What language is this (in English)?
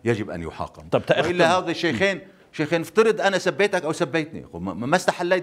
North Levantine Arabic